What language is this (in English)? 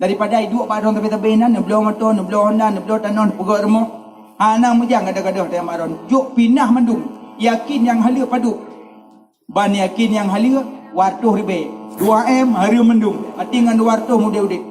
Achinese